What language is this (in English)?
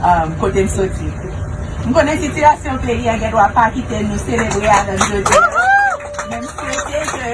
Haitian Creole